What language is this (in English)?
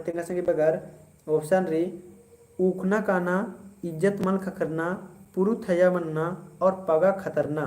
Kurukh